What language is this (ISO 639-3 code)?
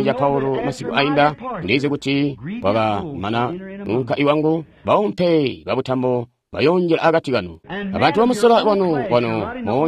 toi